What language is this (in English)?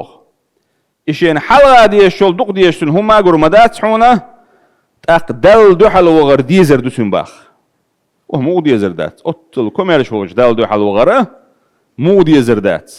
Chechen